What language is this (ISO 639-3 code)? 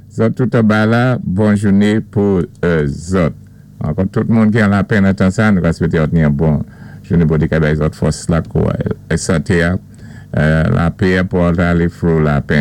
acf